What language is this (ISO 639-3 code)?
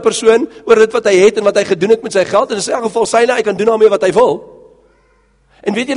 afr